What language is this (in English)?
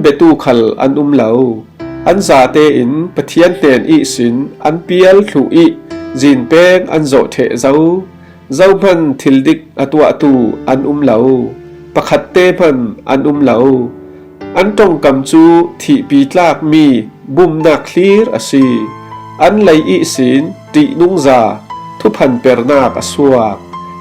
Falam Chin